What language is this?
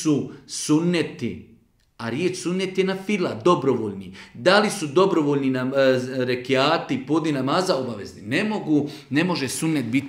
Bosnian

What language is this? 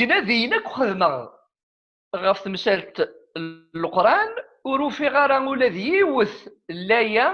Kabyle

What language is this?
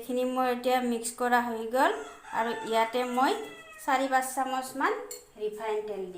Assamese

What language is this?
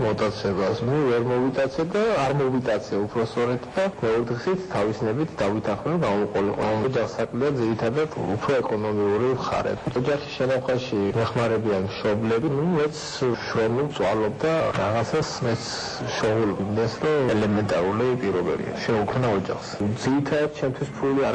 Georgian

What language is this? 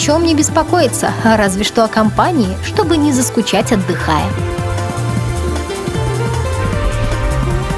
Russian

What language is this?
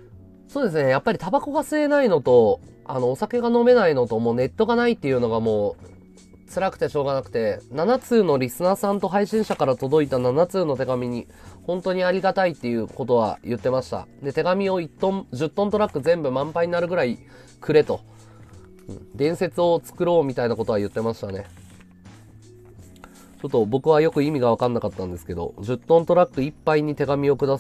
Japanese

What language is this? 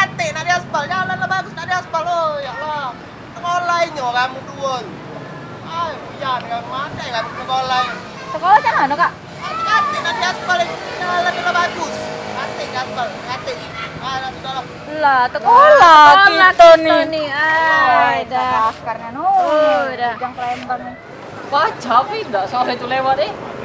Musi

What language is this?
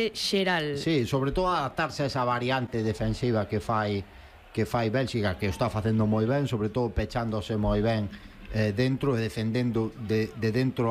Galician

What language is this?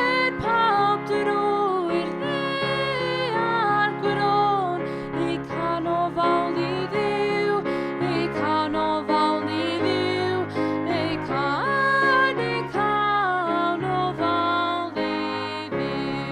Welsh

